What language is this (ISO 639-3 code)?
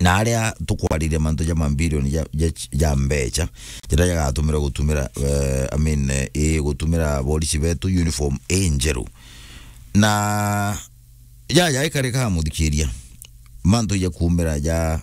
mer